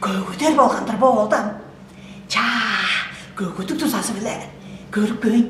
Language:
Tuvinian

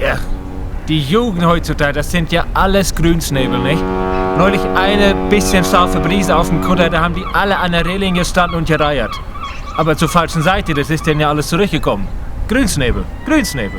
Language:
Swiss German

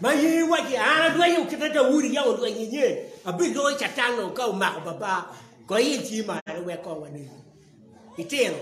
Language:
Acoli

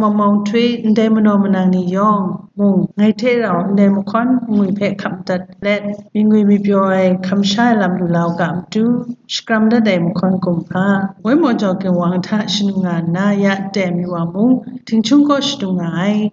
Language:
Kachin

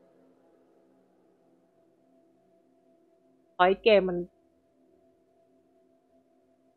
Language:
Thai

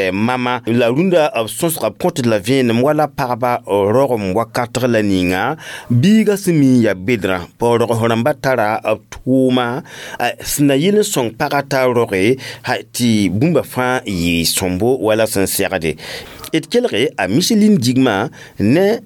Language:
Mossi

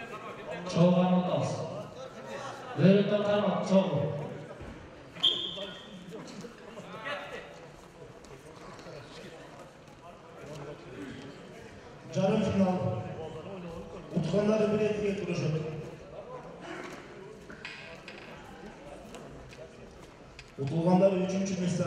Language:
Kazakh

